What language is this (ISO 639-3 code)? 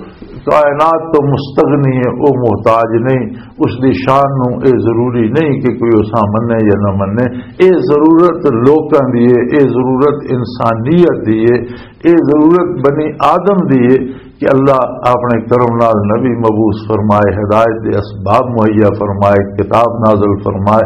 lah